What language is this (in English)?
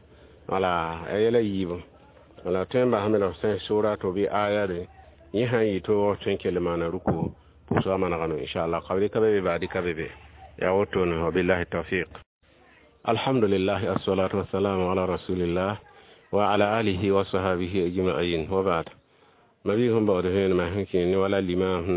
Mossi